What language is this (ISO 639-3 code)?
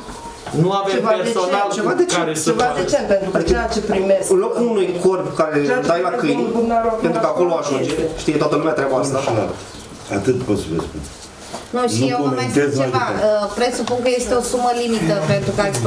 ron